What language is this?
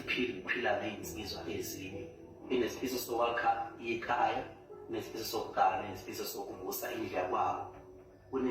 Zulu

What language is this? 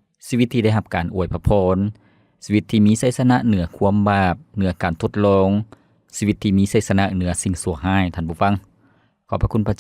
Lao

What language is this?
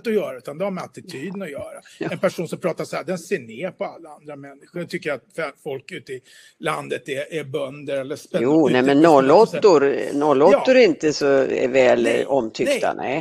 Swedish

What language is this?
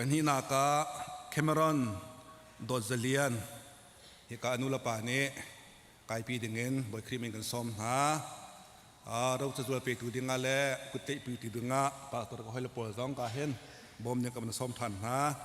Hakha Chin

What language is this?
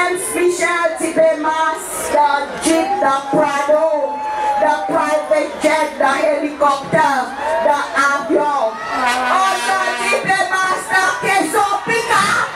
Seselwa Creole French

